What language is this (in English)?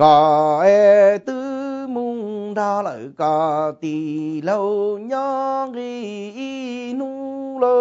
Hmong